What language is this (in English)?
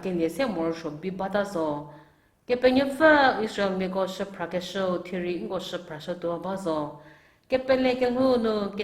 Angami Naga